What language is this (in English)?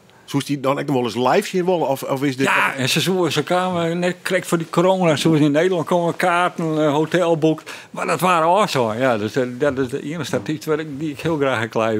Western Frisian